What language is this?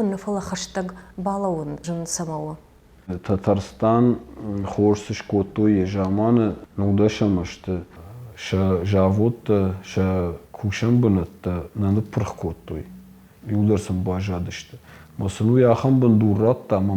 Ossetic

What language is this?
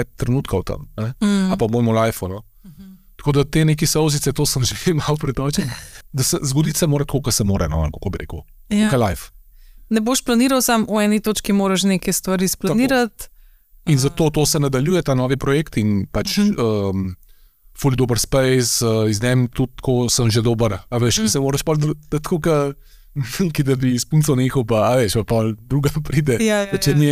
Slovenian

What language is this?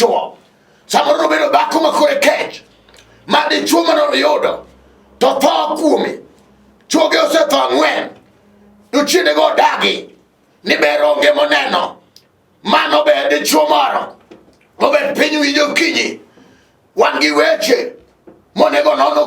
Luo (Kenya and Tanzania)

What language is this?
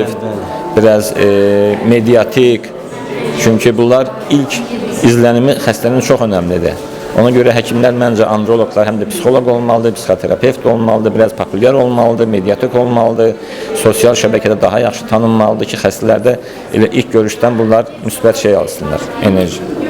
Azerbaijani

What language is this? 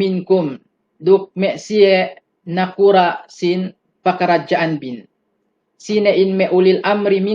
Yakan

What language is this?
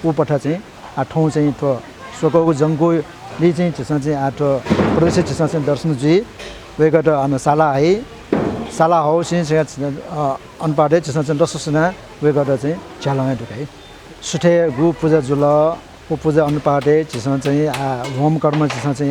Newari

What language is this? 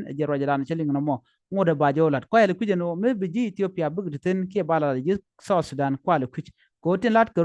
Nuer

